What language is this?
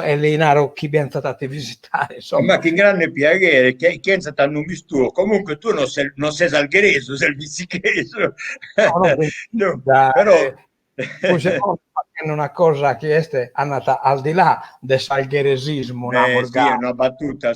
Sardinian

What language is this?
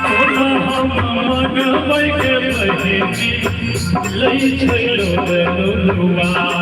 Maithili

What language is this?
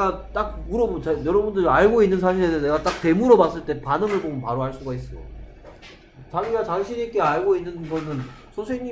Korean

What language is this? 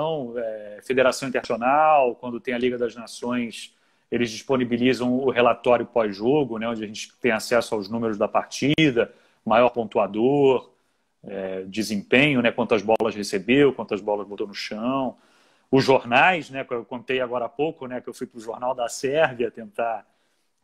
Portuguese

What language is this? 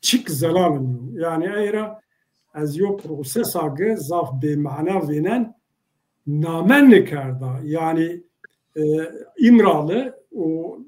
Zaza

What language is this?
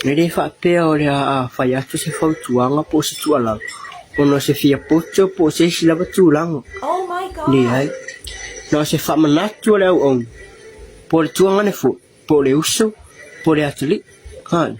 Samoan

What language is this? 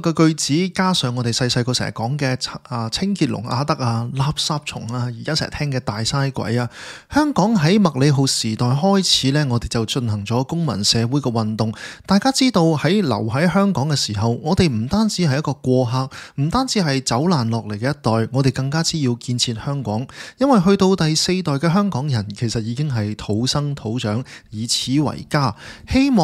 Cantonese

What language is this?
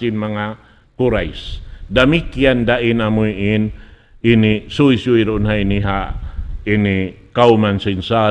Tausug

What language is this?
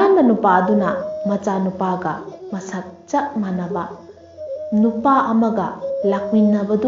Manipuri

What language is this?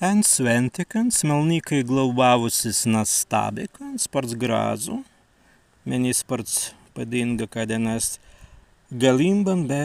Prussian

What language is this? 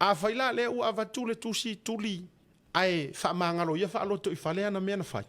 Samoan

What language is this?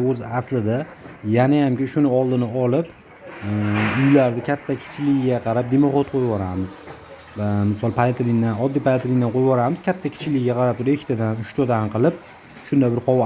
Uzbek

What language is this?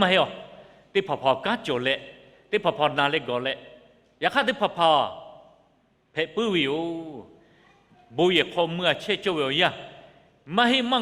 Lahu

